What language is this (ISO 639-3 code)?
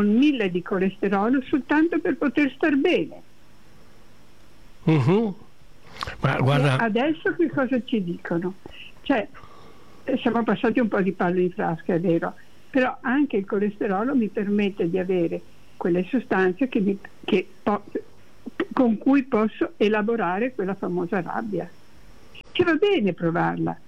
ita